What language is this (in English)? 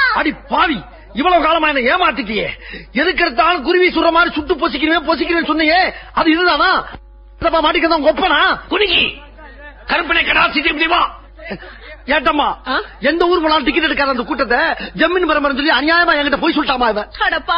Tamil